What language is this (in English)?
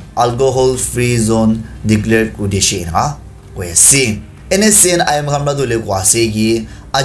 Naga Pidgin